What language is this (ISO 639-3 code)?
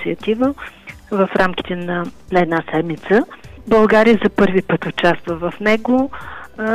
bul